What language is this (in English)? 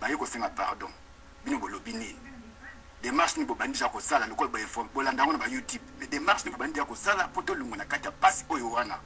Lingala